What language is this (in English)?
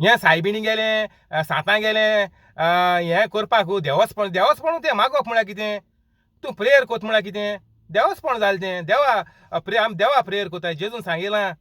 Konkani